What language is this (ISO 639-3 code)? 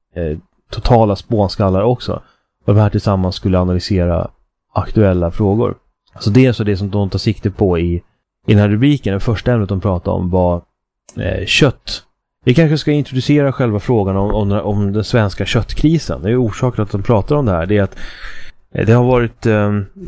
swe